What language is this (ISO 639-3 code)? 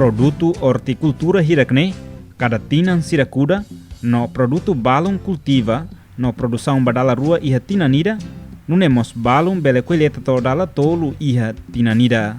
tet